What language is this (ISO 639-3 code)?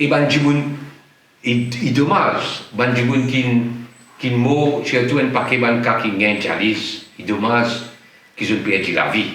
mfe